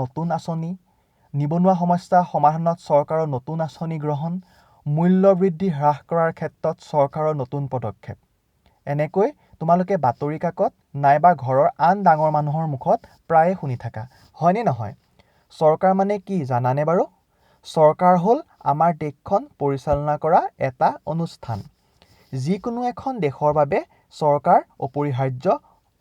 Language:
Assamese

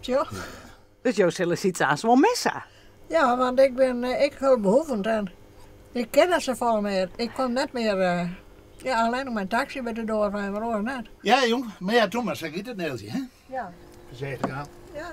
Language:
Western Frisian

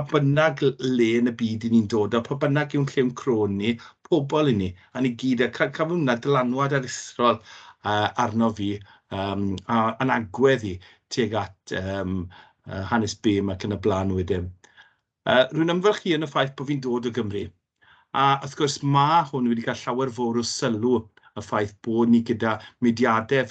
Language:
Welsh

